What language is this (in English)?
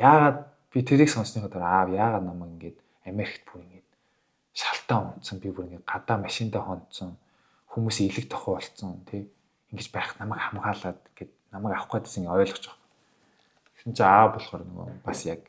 Mongolian